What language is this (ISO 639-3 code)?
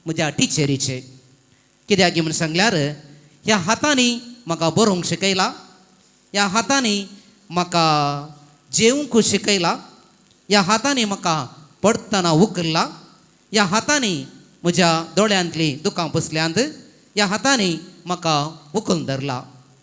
kok